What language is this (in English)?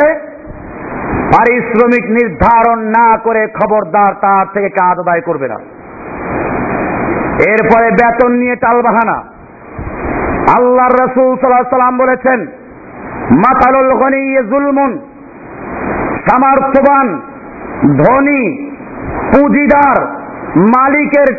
Bangla